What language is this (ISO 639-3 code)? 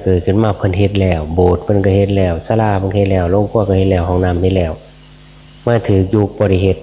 tts